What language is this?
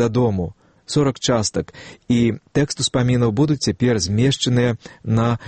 Belarusian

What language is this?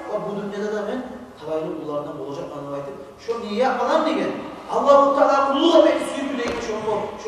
Kumyk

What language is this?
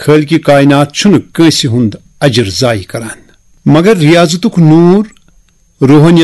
Kashmiri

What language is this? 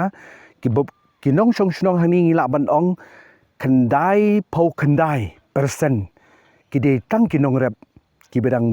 Khasi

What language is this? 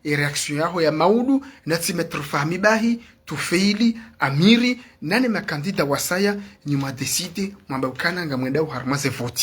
Ngazidja Comorian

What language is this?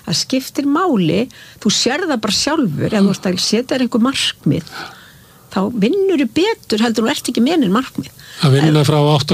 Icelandic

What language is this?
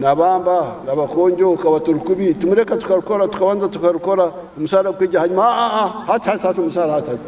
Nyankole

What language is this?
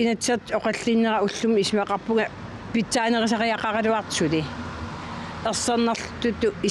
Kalaallisut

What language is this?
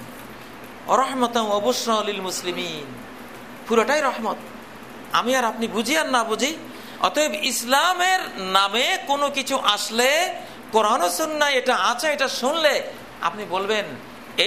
Bangla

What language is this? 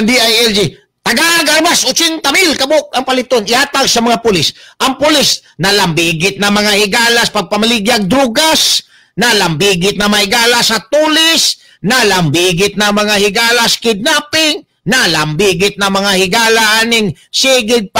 Cebuano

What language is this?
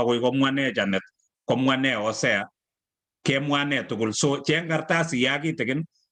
Kalenjin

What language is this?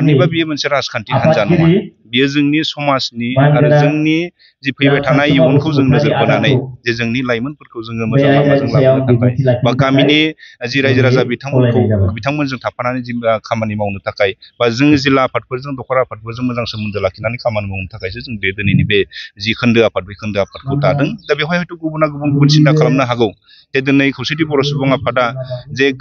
Bodo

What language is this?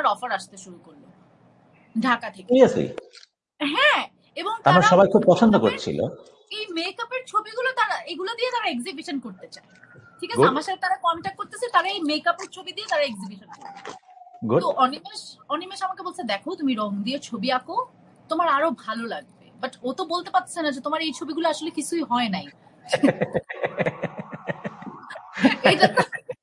Bangla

